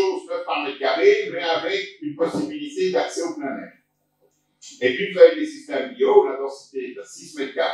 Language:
French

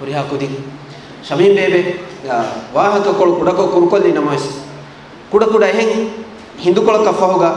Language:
Divehi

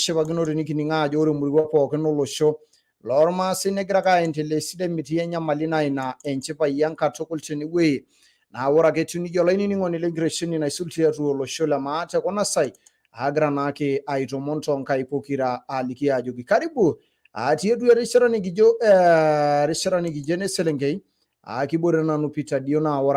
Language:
Masai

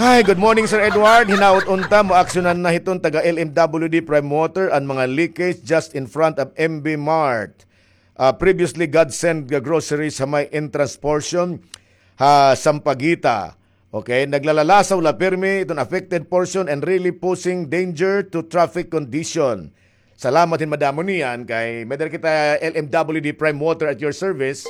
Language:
Waray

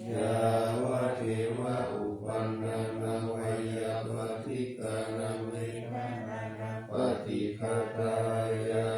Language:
Pali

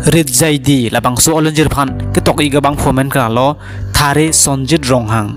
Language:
Karbi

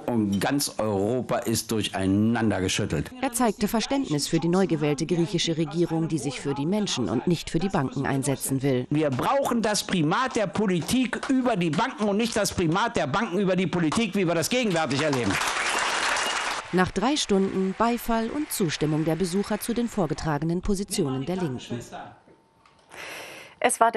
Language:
German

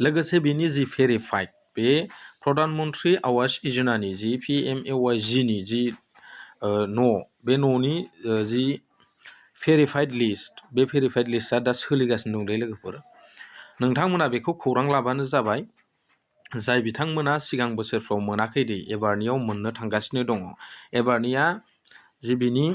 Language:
Bodo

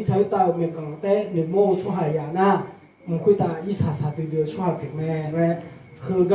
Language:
Akha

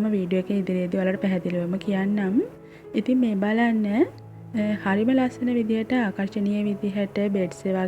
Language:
Sinhala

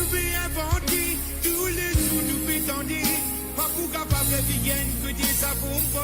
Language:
Morisyen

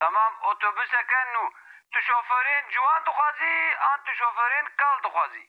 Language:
Kurdish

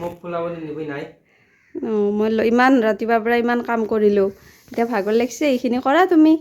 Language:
Assamese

